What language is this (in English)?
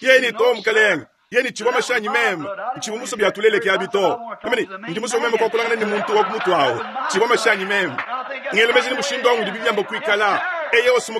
Luba-Lulua